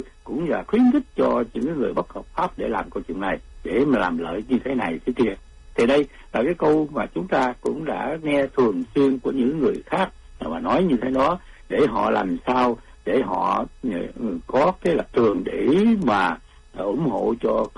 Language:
Vietnamese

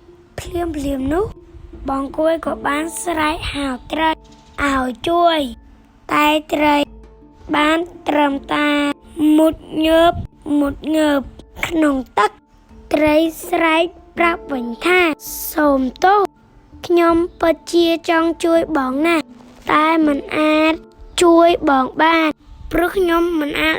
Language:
Khmer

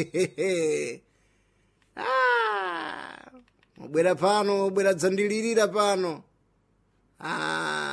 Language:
Sena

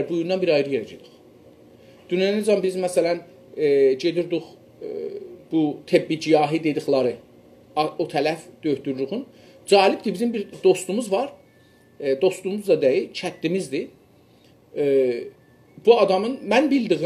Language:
South Azerbaijani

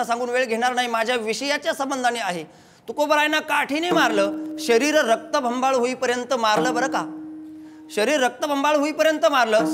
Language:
Marathi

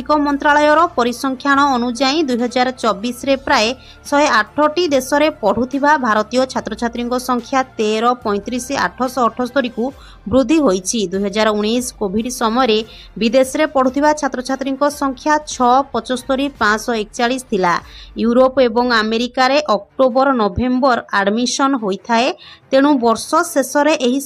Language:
Odia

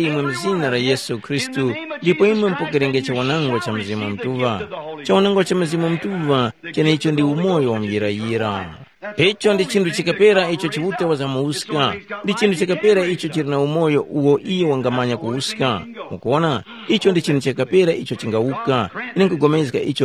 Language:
Tumbuka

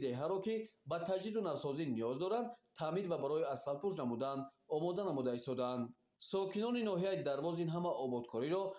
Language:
Tajik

